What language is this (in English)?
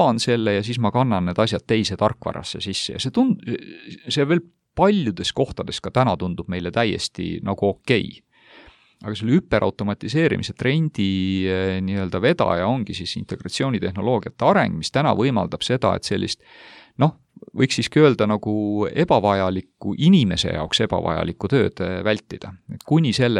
Estonian